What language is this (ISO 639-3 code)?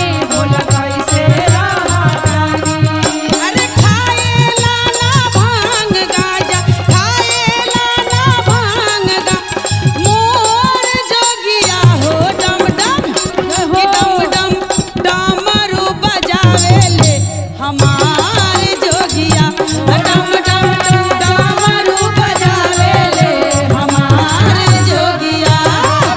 bho